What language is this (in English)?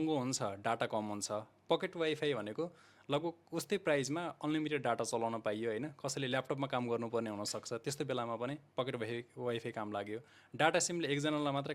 Nepali